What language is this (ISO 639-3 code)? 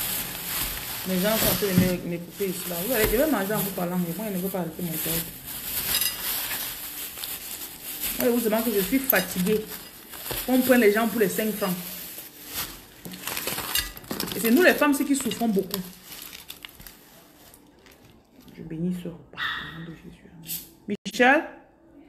fra